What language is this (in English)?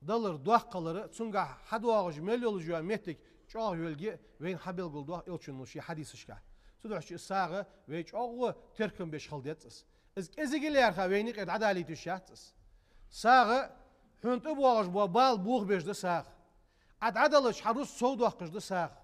Ingush